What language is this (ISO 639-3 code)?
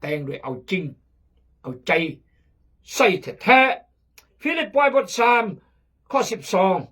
kjg